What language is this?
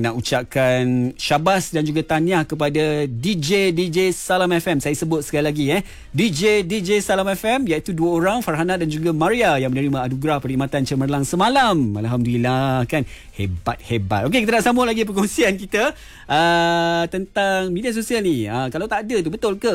Malay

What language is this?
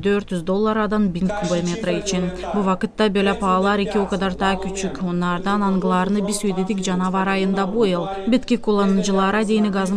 Gagauz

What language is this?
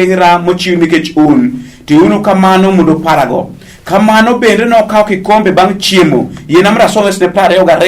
Luo (Kenya and Tanzania)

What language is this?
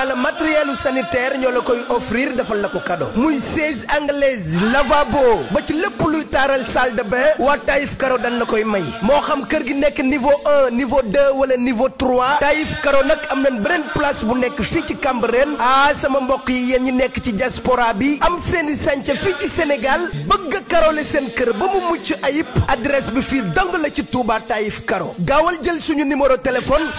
Wolof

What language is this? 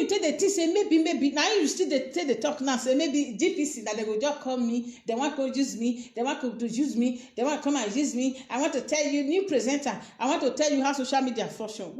Nigerian Pidgin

